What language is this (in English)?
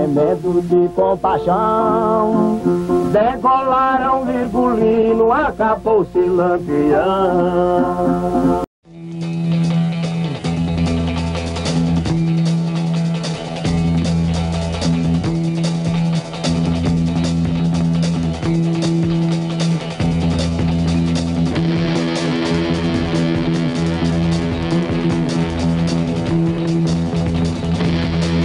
Portuguese